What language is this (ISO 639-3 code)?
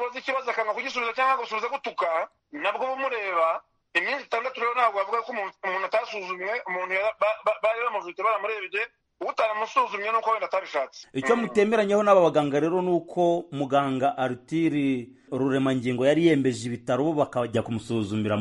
kin